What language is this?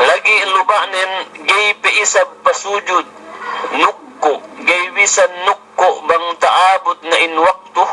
Yakan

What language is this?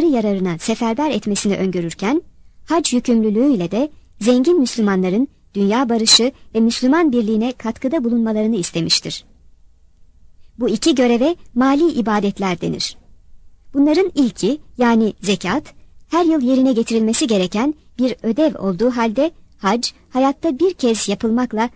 Turkish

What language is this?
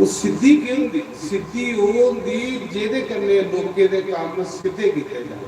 Dogri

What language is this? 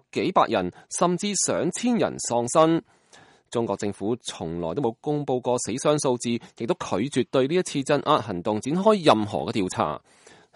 Cantonese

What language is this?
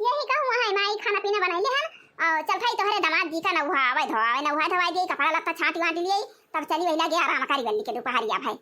Awadhi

